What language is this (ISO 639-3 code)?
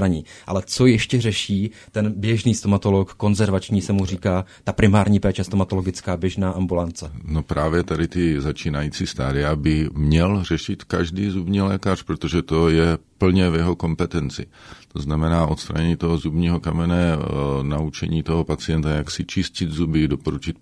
ces